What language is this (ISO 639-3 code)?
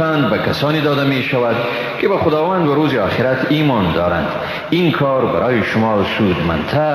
fas